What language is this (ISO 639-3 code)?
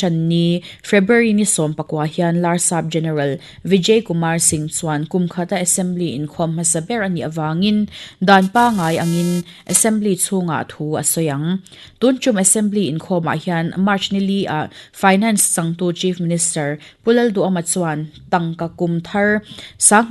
lus